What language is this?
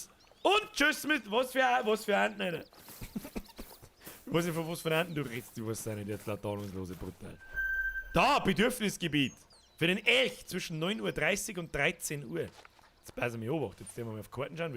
Bavarian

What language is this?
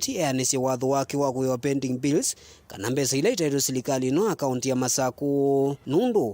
Kamba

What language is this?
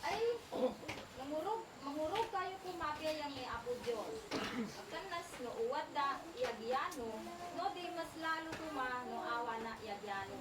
Isnag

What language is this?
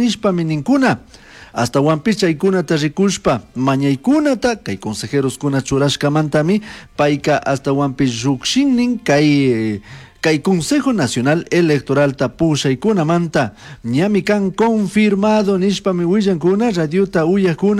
Chimborazo Highland Quichua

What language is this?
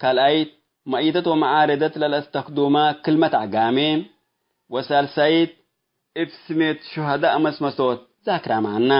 Tigre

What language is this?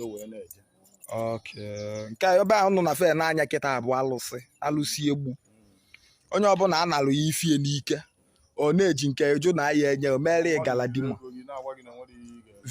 Igbo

